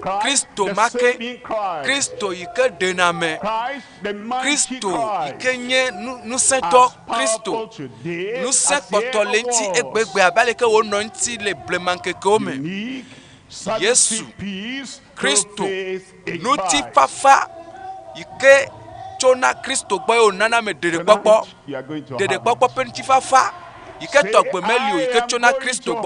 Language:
Ewe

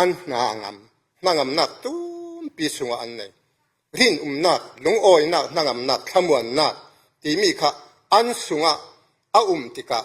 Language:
Falam Chin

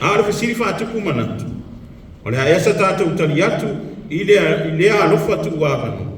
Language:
Samoan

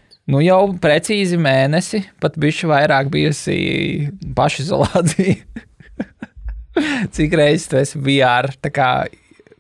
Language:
Latvian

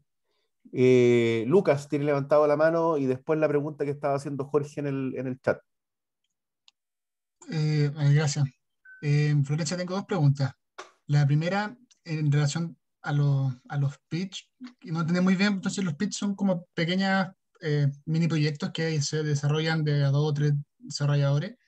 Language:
Spanish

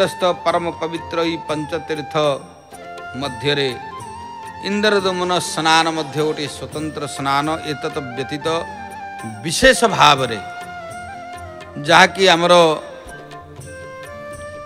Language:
Odia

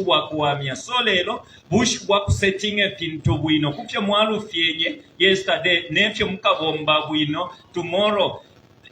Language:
Bemba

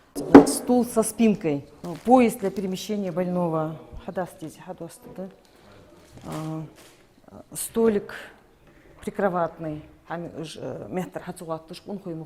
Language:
Ingush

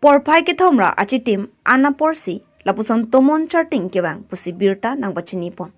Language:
Karbi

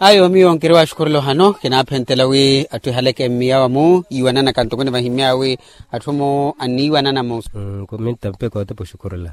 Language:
Makhuwa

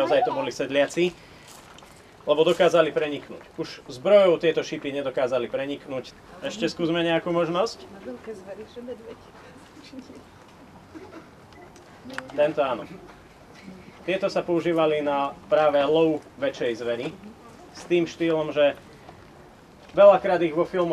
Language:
Slovak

